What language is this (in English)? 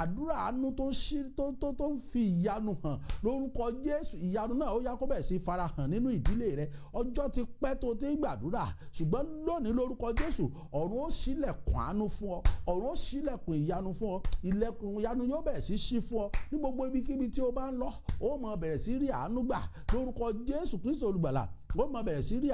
Yoruba